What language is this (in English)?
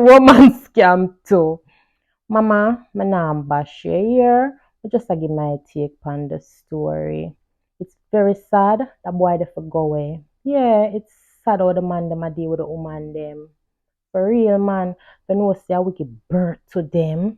Jamaican Creole English